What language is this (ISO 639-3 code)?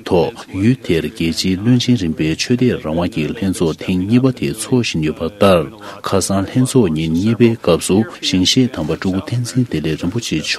bod